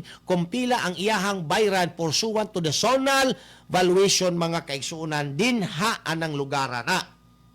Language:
Cebuano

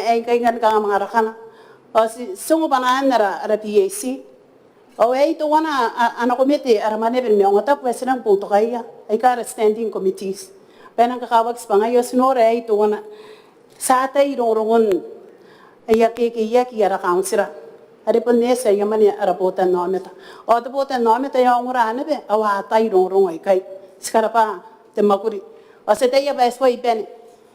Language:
Gilbertese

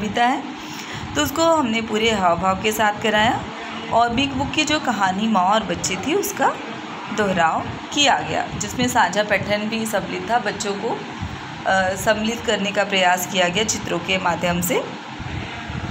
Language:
Hindi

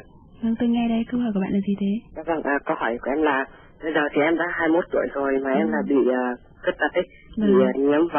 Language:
Vietnamese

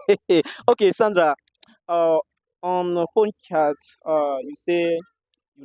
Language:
Nigerian Pidgin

